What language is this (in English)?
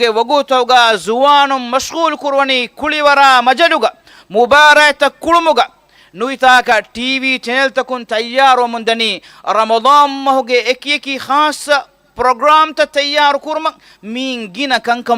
Divehi